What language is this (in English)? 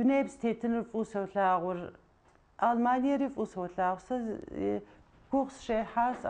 Kabardian